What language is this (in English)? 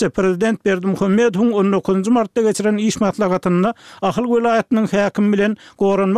Turkmen